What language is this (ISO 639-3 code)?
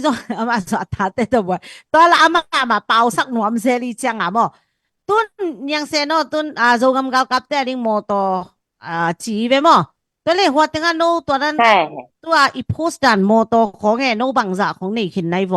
ctd